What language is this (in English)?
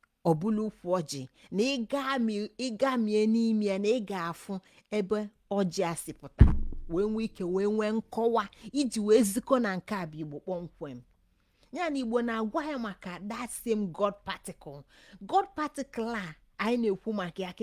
Igbo